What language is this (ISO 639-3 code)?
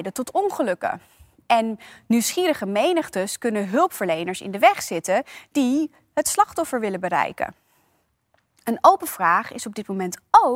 nld